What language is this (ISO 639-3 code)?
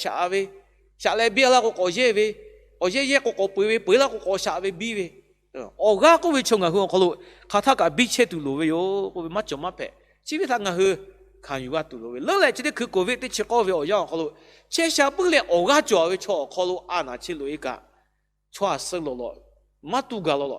lhu